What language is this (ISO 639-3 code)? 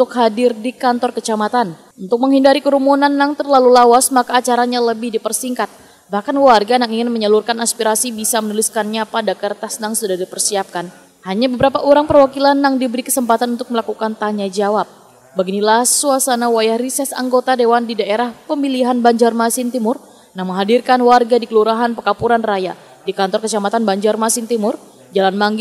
bjn